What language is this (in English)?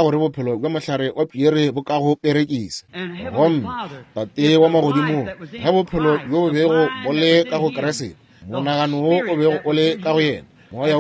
Northern Sotho